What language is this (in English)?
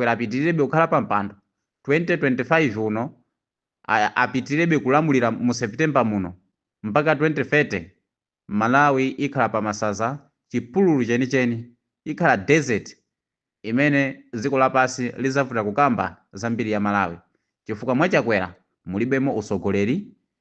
Nyanja